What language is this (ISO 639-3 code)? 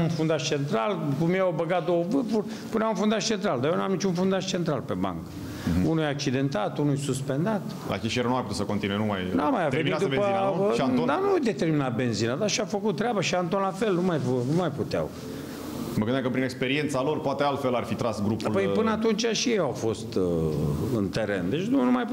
ron